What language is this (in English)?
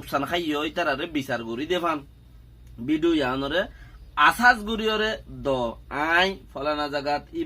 Rohingya